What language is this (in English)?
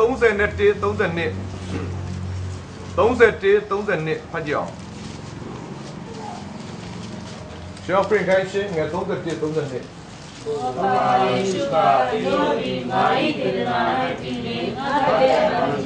Burmese